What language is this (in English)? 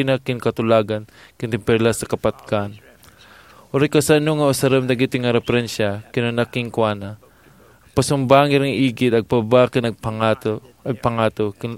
Iloko